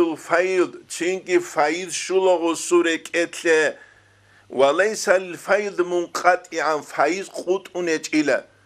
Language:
Avaric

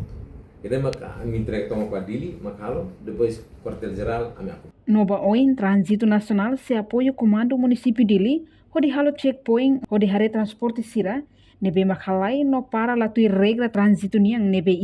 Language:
Tetum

